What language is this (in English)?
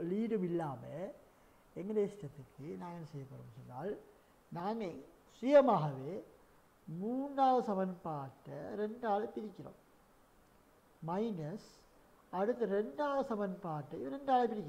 Tamil